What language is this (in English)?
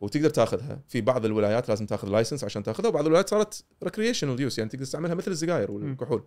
Gulf Arabic